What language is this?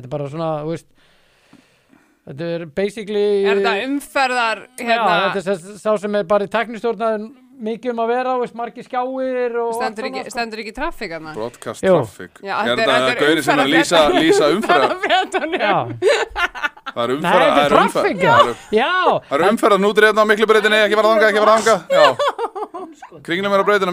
Icelandic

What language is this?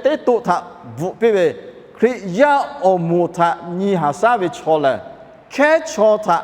Lahu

